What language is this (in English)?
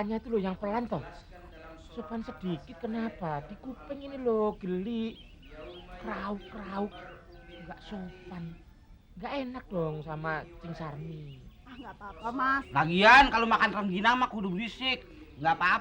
Betawi